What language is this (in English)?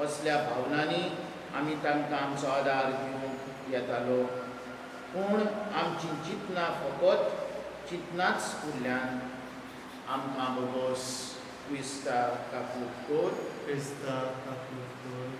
Konkani